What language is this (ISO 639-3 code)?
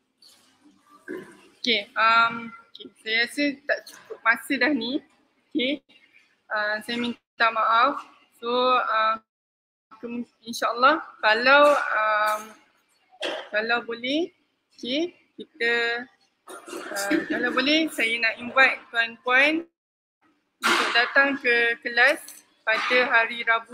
msa